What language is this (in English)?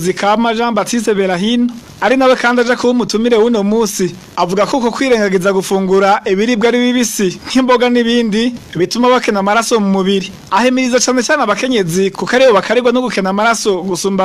Rundi